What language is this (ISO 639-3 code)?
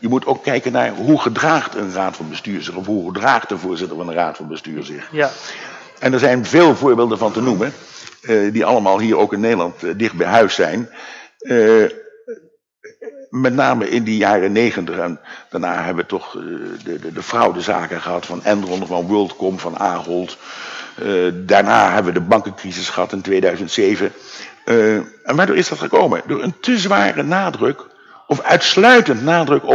nld